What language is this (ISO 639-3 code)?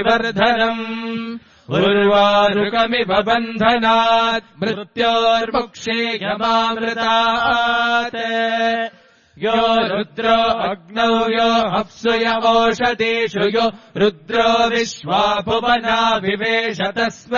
san